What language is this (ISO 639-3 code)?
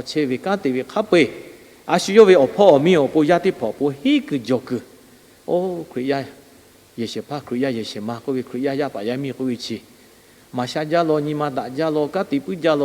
lhu